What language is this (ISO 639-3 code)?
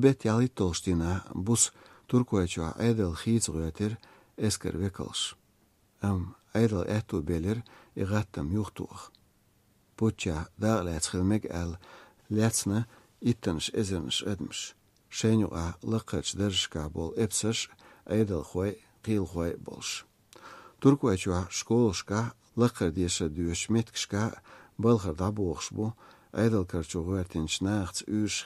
slv